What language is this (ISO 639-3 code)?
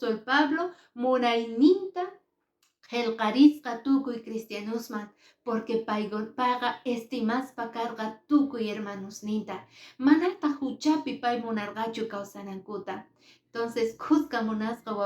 que